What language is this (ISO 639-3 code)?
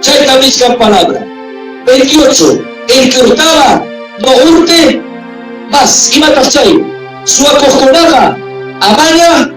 quy